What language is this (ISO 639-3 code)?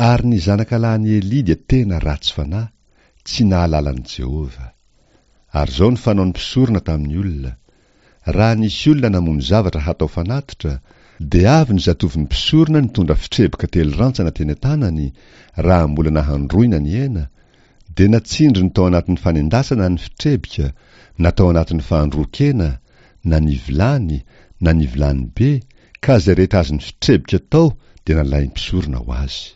mlg